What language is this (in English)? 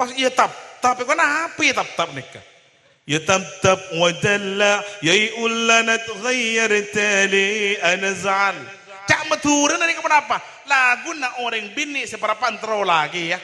Madurese